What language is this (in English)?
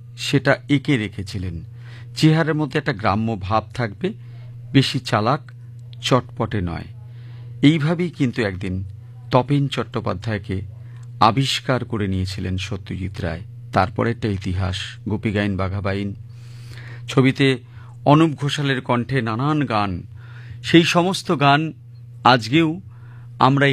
Bangla